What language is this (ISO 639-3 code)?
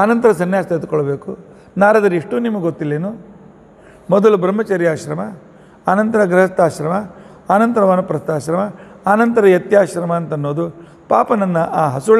kan